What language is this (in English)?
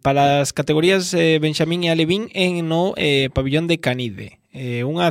Galician